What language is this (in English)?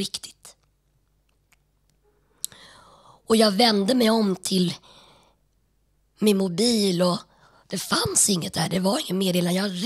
Swedish